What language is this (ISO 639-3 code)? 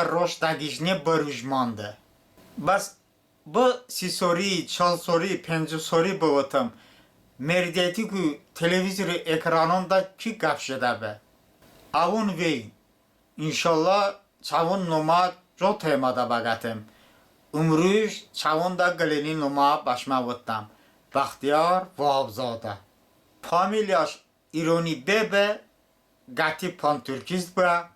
tly